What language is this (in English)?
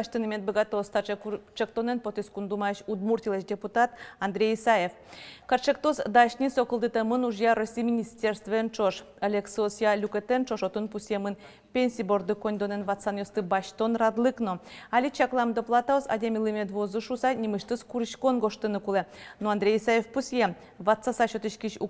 Udmurt